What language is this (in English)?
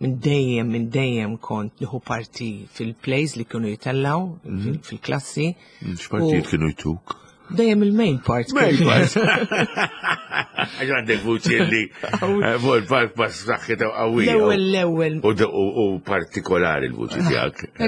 Maltese